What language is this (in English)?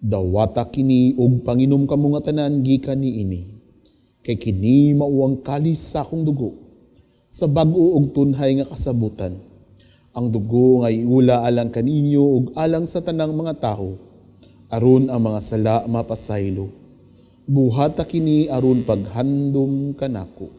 Cebuano